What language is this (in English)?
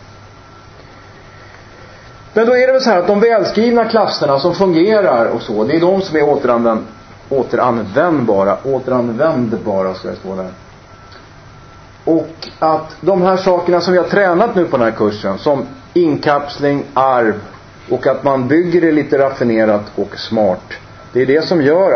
Swedish